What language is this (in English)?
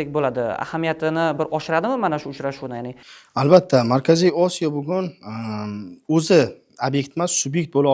Uzbek